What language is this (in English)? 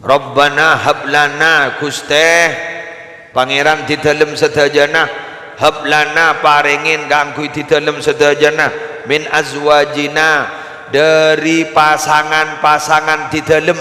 Madurese